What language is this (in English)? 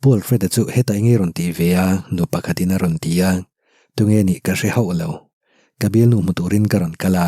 Mizo